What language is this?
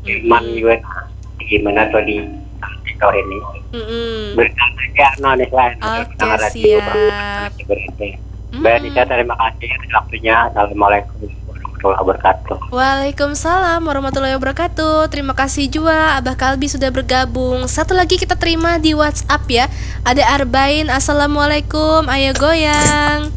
Banjar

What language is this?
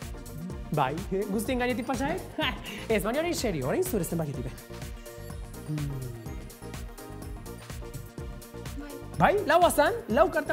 Basque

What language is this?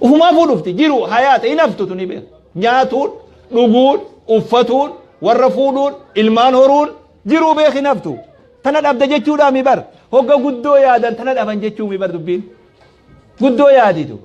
Oromo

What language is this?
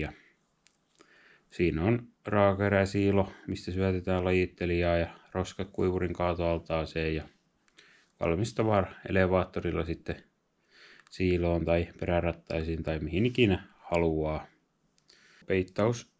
Finnish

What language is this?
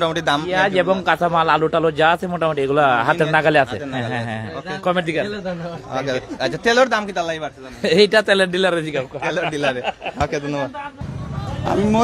Sylheti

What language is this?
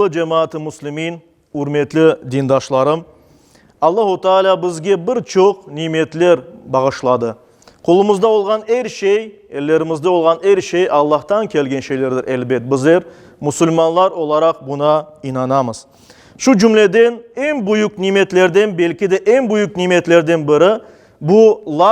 Crimean Tatar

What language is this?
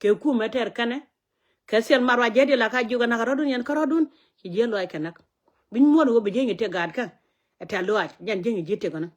Nuer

